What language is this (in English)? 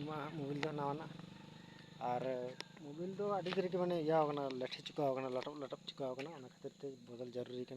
Santali